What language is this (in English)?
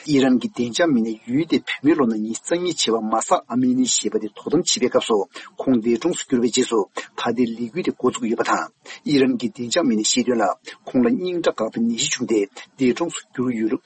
Tibetan